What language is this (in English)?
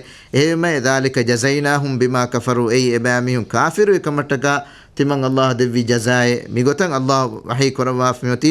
Divehi